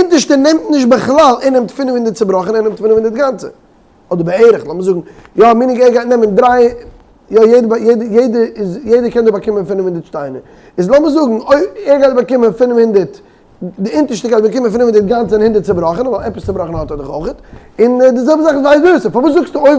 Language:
Yiddish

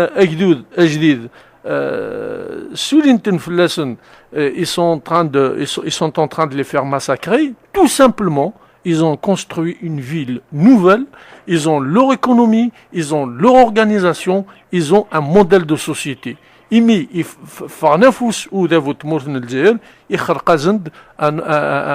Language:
Kabyle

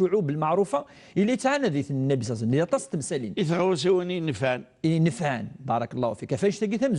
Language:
Kabyle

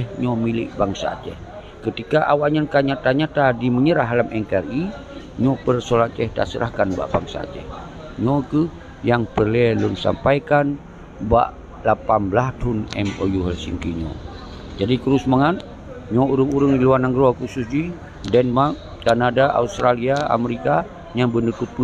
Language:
Achinese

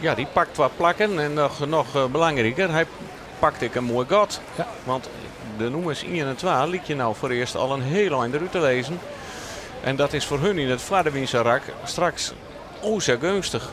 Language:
Western Frisian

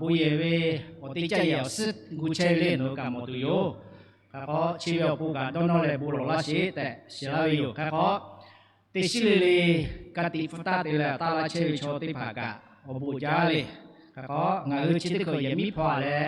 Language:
Lahu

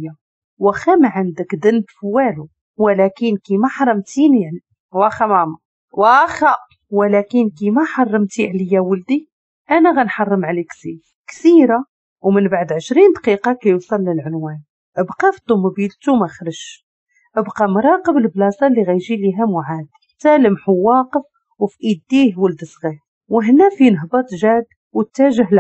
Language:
Moroccan Arabic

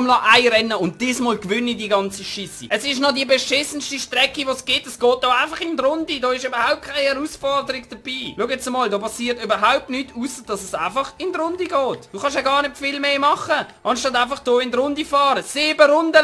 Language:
Swiss German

